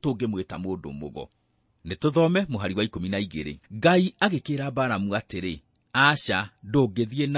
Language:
Kikuyu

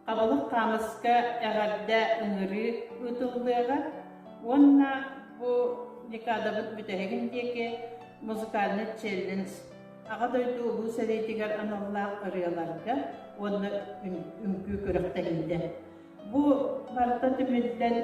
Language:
Yakut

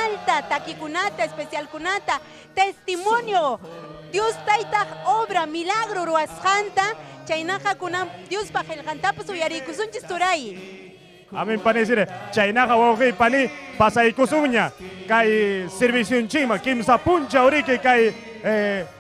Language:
Ayacucho Quechua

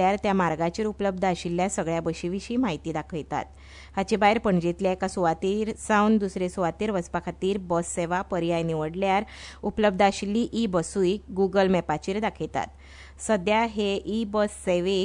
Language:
Konkani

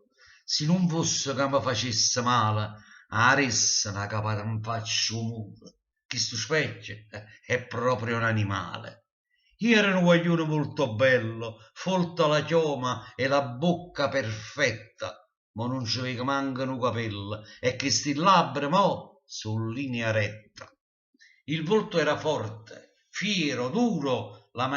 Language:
Neapolitan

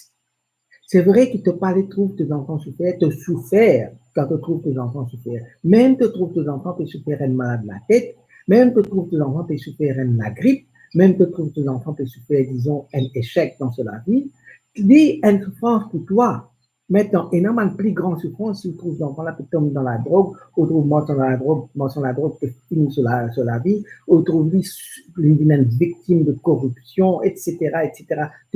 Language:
Morisyen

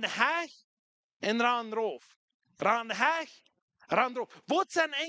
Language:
Plautdietsch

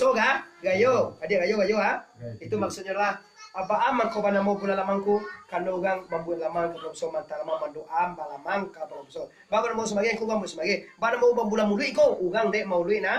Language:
Minangkabau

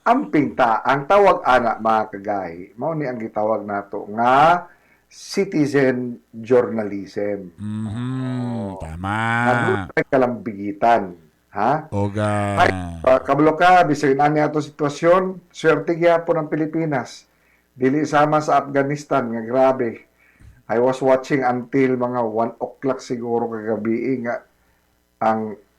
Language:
Cebuano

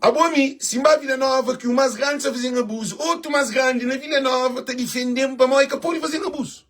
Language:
Kabuverdianu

